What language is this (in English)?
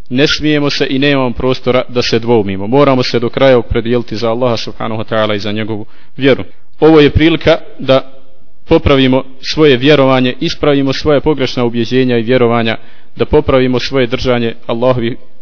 Bosnian